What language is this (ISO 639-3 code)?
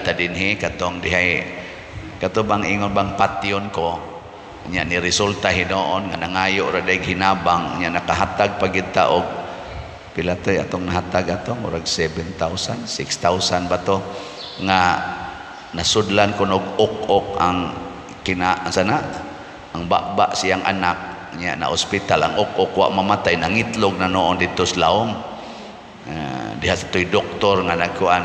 ceb